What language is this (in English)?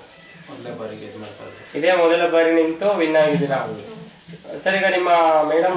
Kannada